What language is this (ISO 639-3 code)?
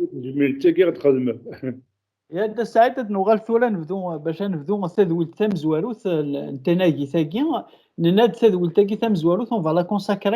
kab